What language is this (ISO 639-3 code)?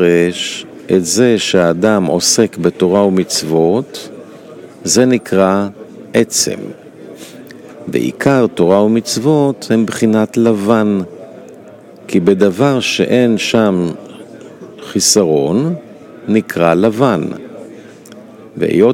heb